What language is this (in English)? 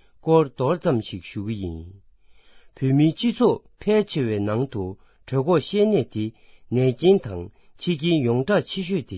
Tibetan